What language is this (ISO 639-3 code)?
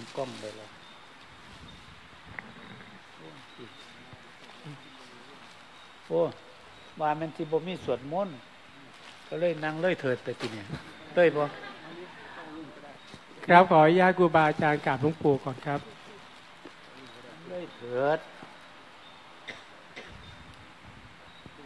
tha